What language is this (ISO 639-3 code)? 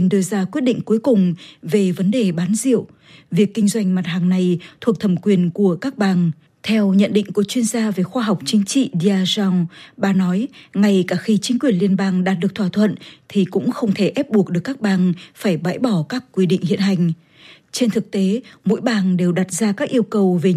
vie